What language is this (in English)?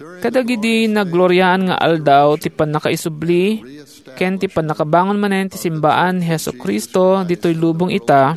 Iloko